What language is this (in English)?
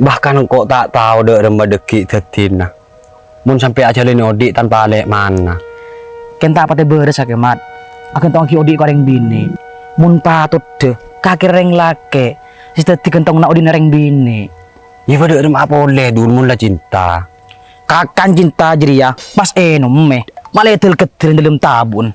Madurese